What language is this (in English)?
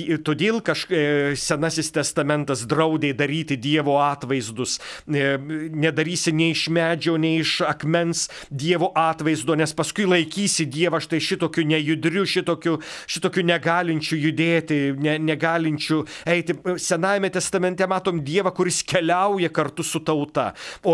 Lithuanian